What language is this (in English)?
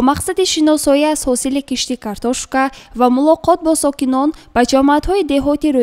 Tajik